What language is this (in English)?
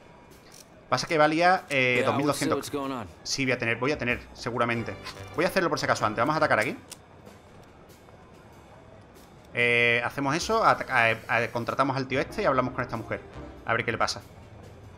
Spanish